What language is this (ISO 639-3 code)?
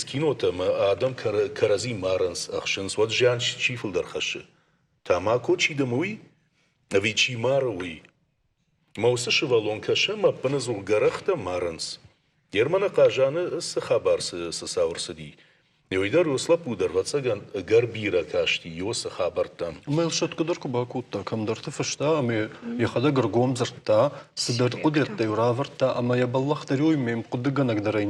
oss